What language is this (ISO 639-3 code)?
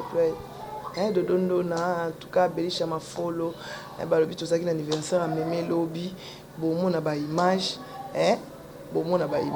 lin